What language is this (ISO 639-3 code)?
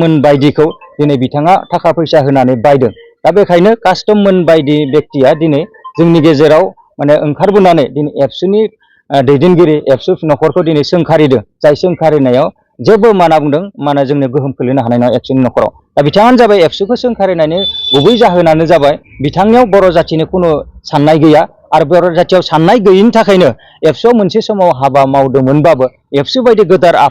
brx